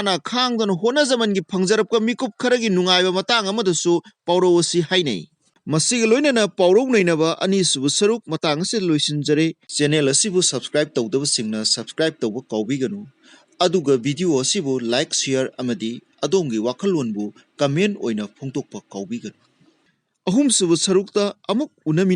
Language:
Manipuri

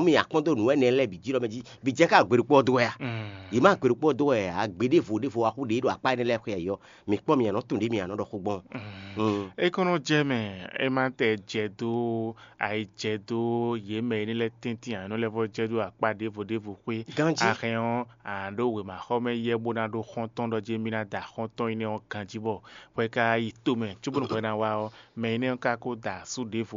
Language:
Fon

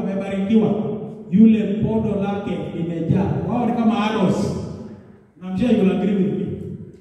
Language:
Swahili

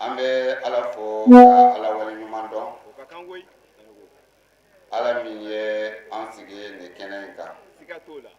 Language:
Bambara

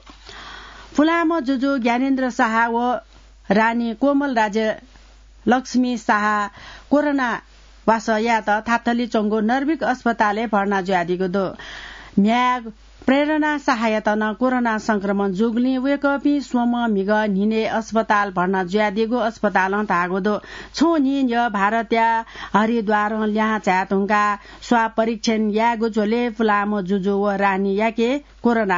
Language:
Newari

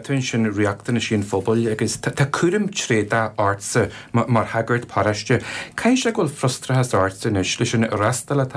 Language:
Irish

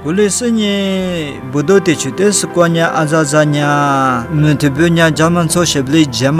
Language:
Lisu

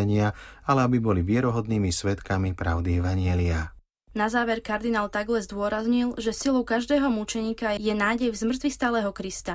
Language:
Slovak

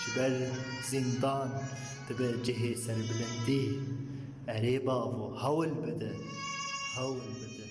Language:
Kurdish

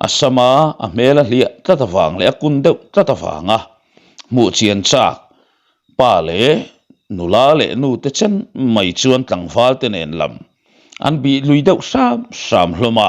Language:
Mizo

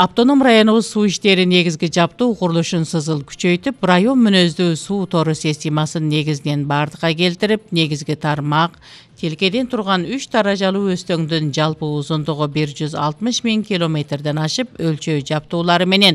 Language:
Kyrgyz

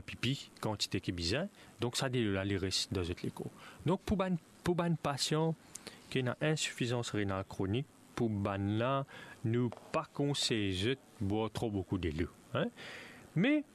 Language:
Morisyen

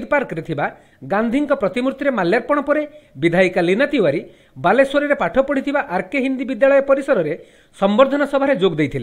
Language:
Odia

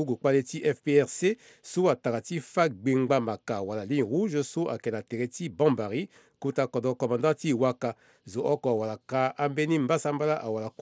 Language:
Sango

